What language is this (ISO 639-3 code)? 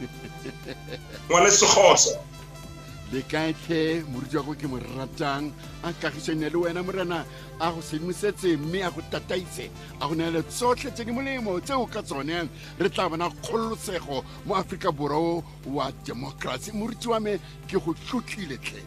tsn